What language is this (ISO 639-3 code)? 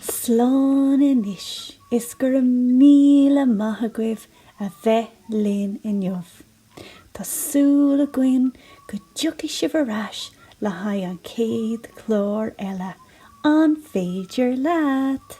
gle